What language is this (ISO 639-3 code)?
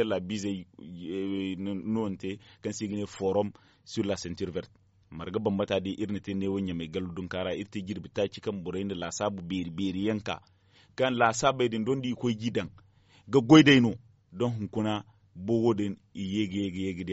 dje